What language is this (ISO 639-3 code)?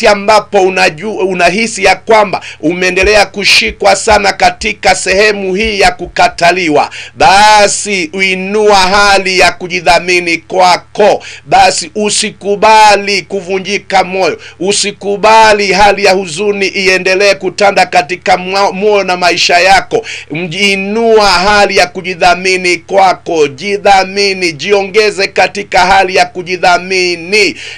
swa